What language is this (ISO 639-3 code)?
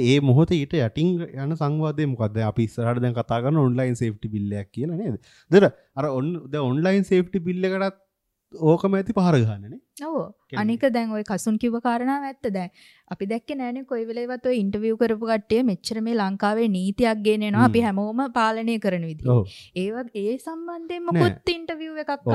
sin